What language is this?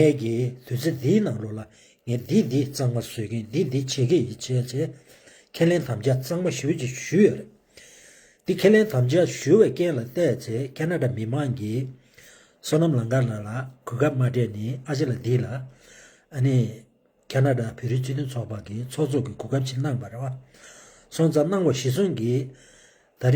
Tibetan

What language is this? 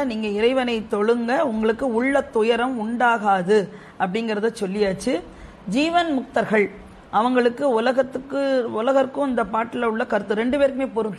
Tamil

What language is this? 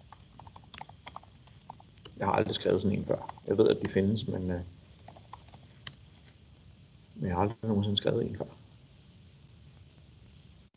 Danish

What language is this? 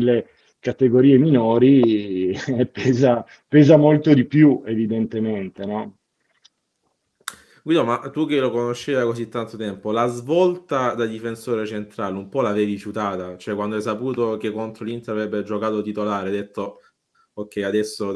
Italian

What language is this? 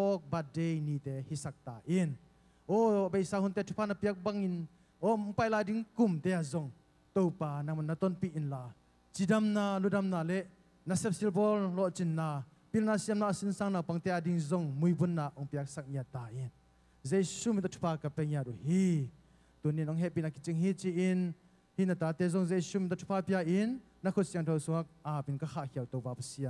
Tedim Chin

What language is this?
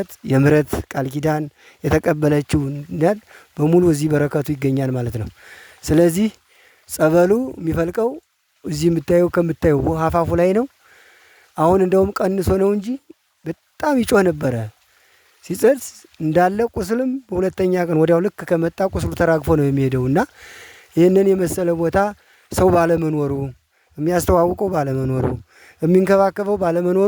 Amharic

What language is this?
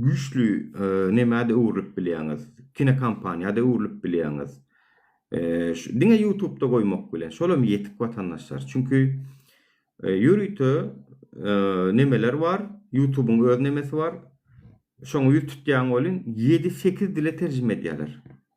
Turkmen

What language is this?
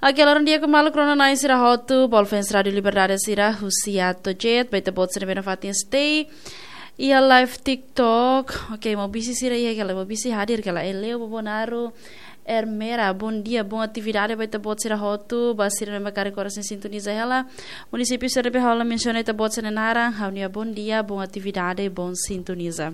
Tetum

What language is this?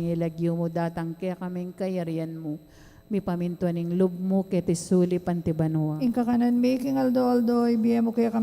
Pampanga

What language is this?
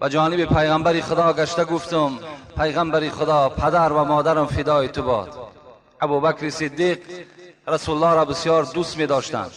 Tajik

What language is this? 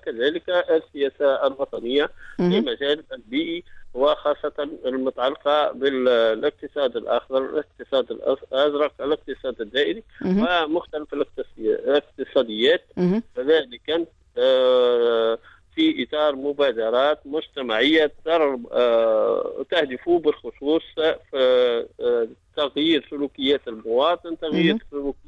Tunisian Arabic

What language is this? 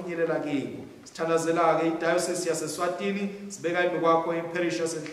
Swati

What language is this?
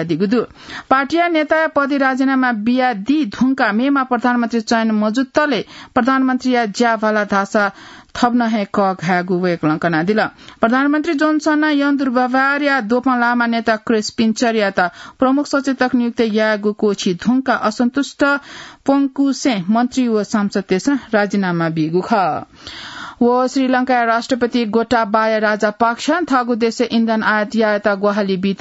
Newari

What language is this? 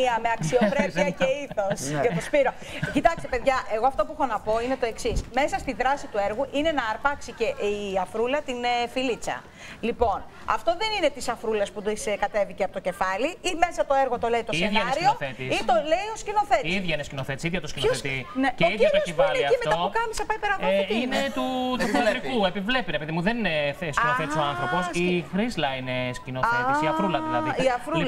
Greek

